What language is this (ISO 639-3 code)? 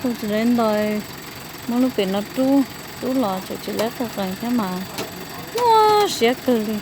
hmn